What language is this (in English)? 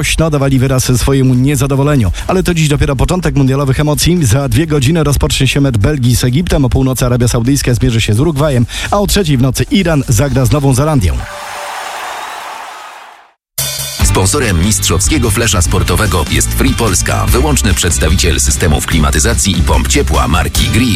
Polish